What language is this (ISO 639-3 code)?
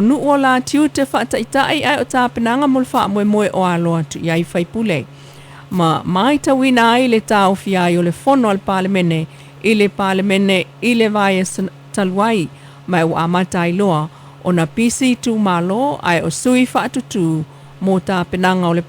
smo